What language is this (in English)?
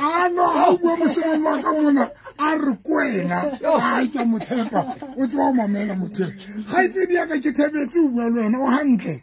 Southern Sotho